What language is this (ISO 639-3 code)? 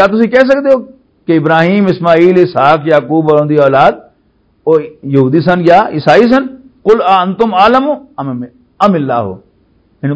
lah